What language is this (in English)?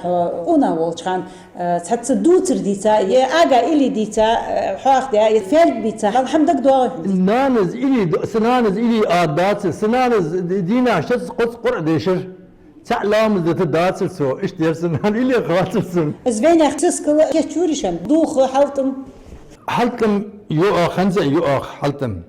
Ingush